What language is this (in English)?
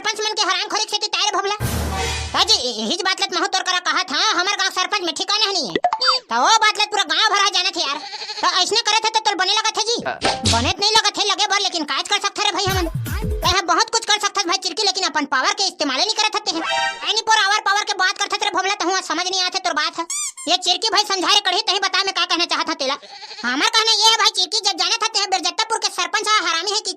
Chhattisgarhi